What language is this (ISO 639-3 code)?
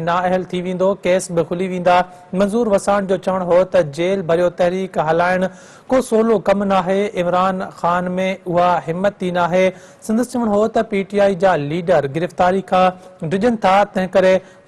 snd